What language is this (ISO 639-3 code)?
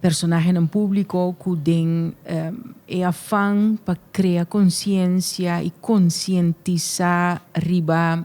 pap